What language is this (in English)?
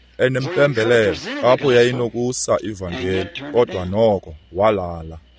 Xhosa